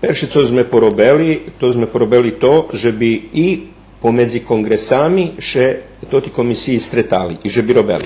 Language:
Rusyn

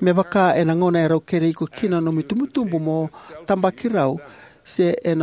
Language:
Fijian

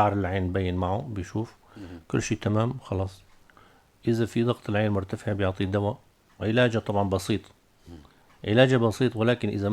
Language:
North Levantine Arabic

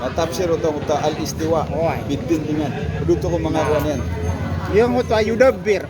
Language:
Maranao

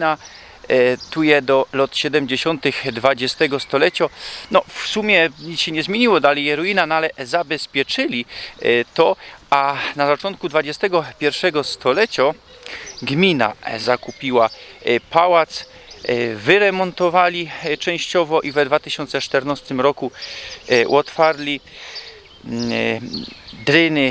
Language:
Silesian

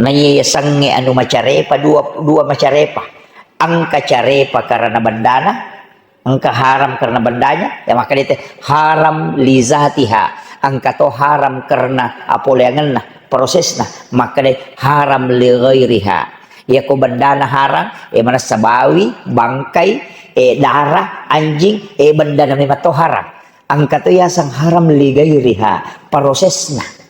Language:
Buginese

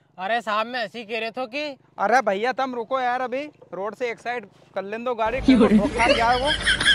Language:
Rajasthani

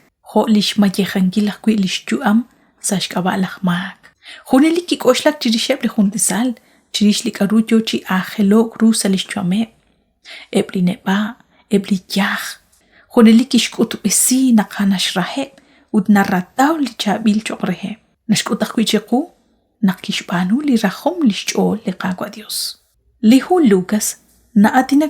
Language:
Kekchí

